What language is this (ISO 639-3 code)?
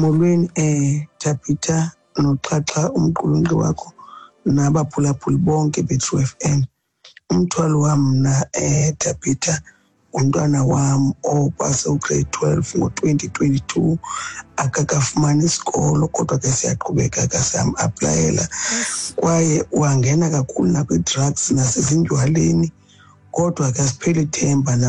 xho